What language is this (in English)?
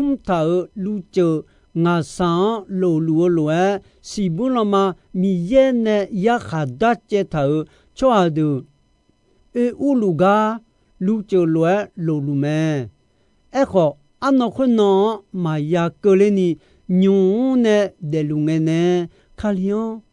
Akha